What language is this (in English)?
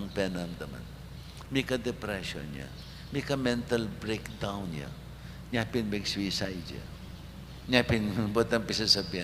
Pampanga